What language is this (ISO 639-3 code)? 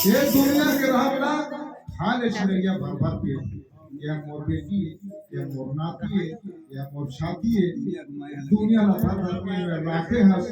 hne